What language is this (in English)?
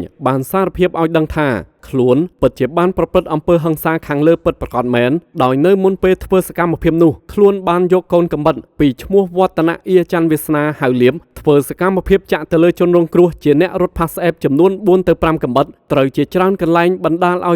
Khmer